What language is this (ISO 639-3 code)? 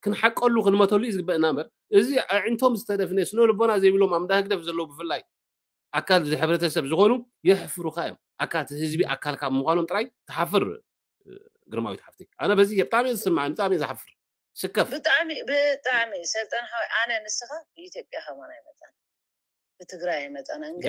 tir